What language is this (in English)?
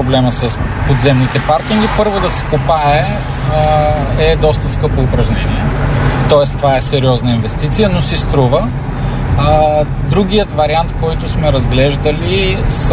Bulgarian